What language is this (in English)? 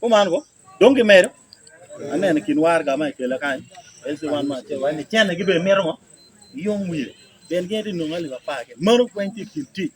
Acoli